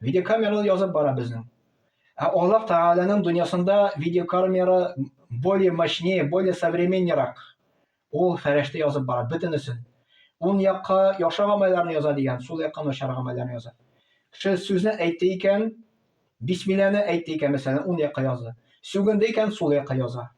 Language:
Tatar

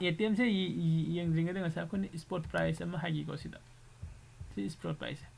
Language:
Manipuri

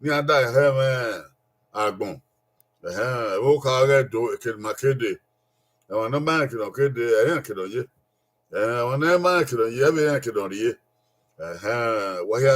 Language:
Bini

